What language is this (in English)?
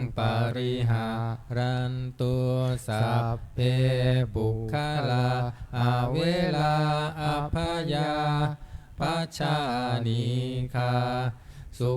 Pali